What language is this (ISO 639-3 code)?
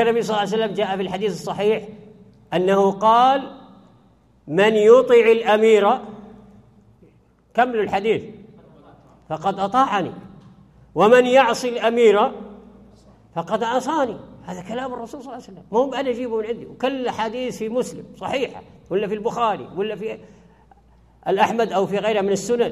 ara